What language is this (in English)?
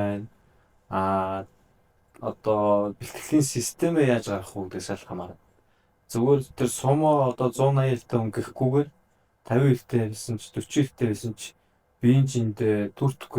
Mongolian